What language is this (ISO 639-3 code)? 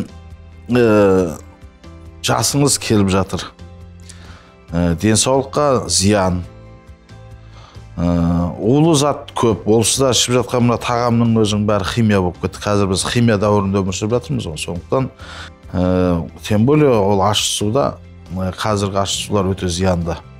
kaz